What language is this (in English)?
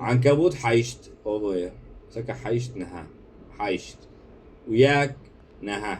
Kurdish